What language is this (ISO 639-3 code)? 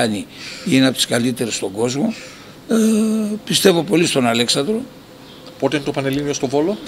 ell